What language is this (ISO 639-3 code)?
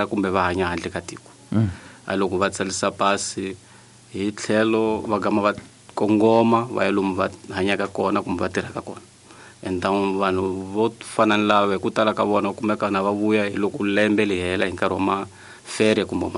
tso